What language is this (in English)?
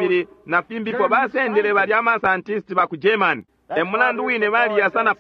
Bemba